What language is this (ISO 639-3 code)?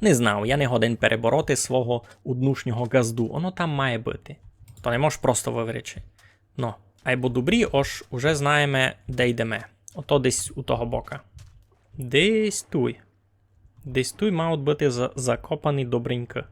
rue